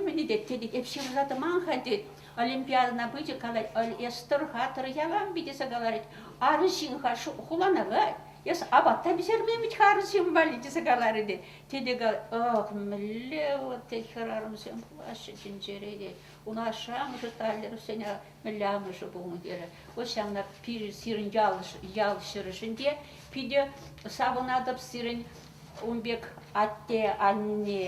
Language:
Chuvash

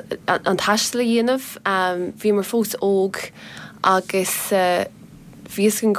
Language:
Irish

